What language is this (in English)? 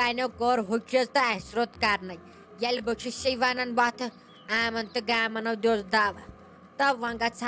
Kashmiri